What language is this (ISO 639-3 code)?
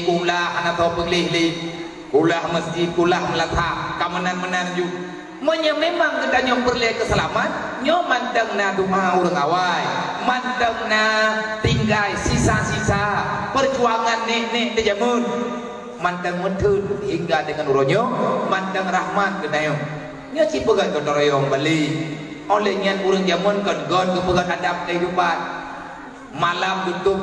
ace